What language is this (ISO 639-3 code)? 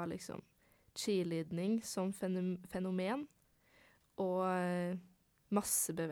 nor